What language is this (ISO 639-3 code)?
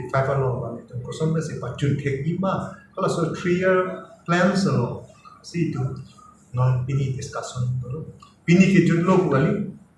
mjw